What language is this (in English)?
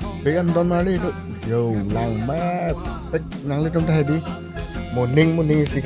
Karbi